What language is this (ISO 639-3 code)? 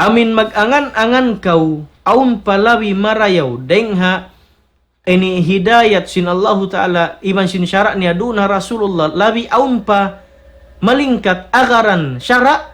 tsg